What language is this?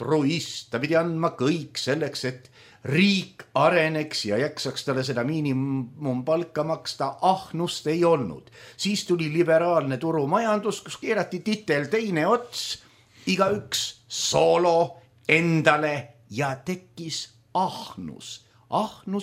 Estonian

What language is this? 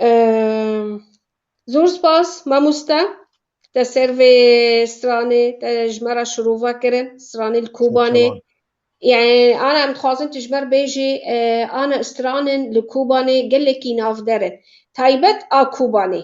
Kurdish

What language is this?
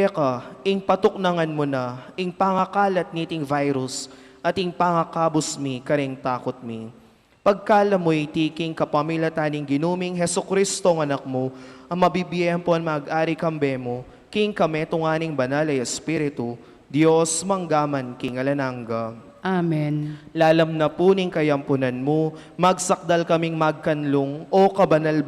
Pampanga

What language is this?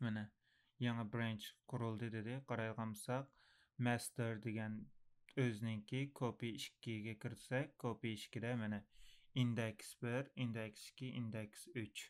Uyghur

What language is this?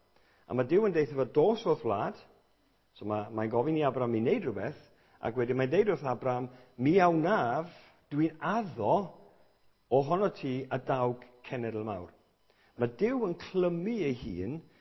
Welsh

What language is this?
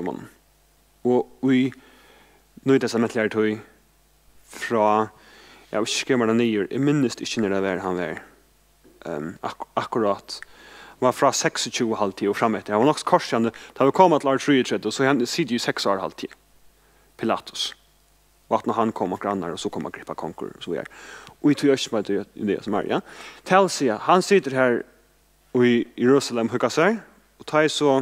Faroese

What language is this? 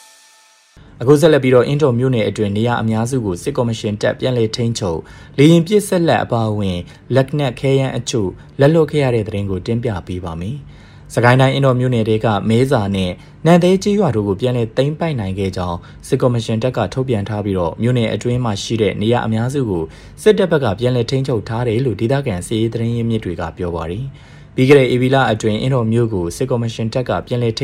Burmese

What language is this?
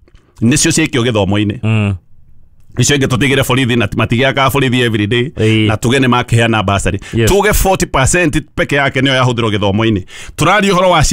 Kikuyu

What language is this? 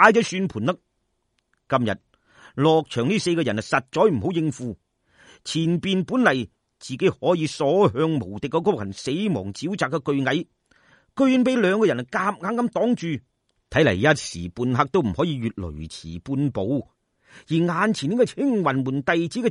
Cantonese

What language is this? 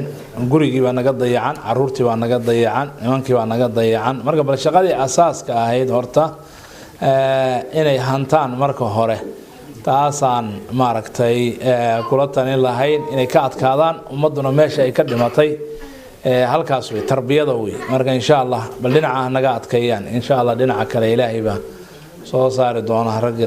Somali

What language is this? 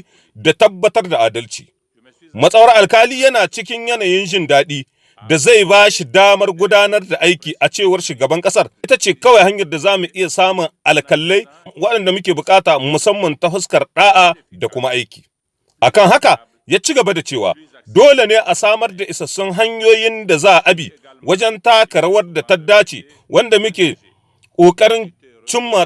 Hausa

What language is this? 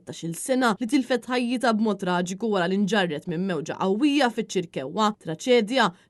Maltese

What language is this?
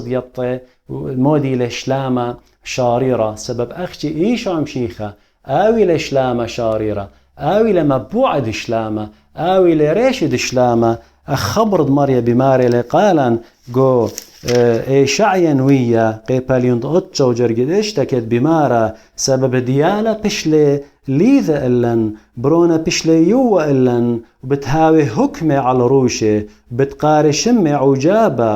Assyrian Neo-Aramaic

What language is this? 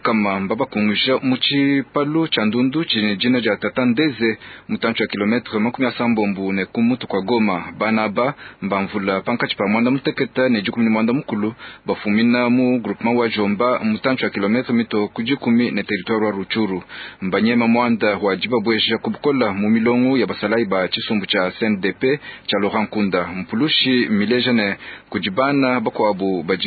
Luba-Lulua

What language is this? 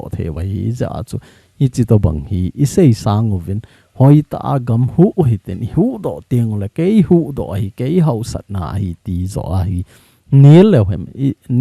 Thado Chin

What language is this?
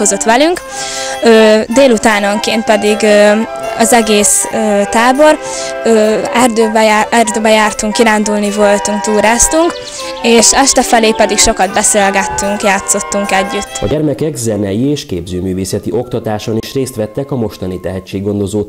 Hungarian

